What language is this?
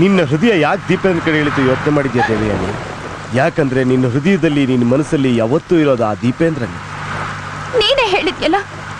Kannada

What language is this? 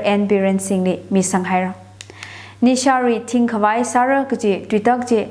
Tangkhul Naga (India)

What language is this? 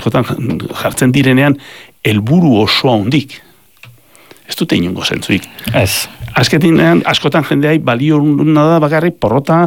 Basque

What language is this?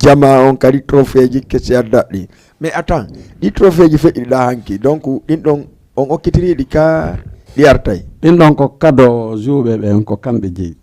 Fula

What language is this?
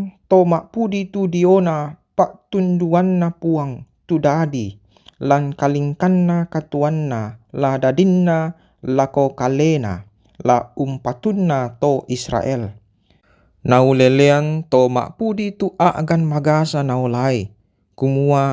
Toraja-Sa'dan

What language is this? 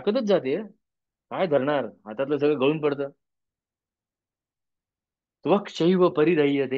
Marathi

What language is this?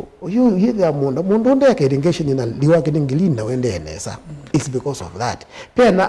Kamba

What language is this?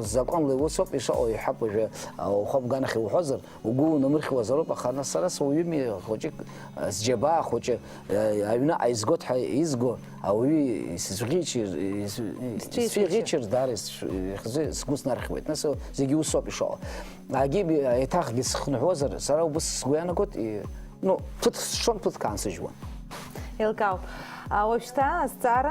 Abkhazian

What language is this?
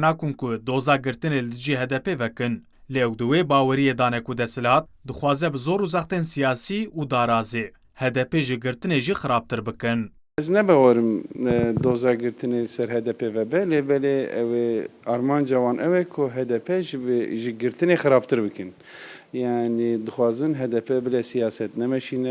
Kurdish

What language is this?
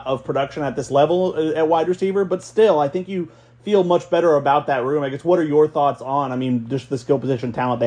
English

